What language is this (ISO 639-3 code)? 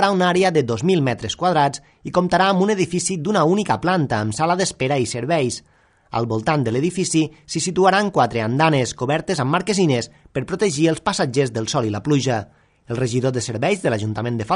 cat